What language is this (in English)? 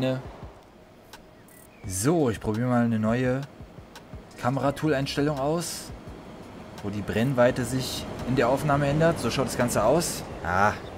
German